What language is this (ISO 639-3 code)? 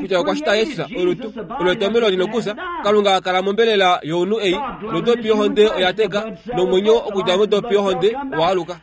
kua